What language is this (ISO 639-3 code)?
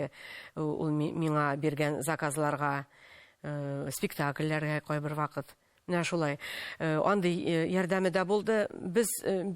tat